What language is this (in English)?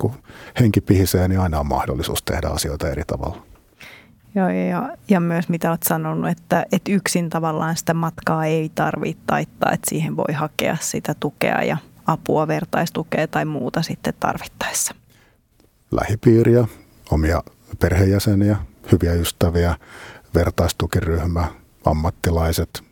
Finnish